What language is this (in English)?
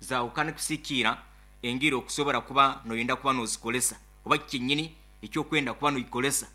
Nyoro